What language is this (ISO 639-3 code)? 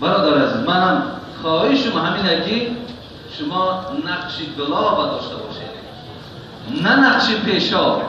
tgk